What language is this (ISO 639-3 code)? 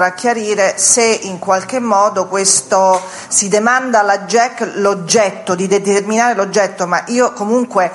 ita